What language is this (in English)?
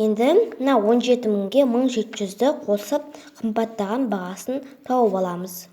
Kazakh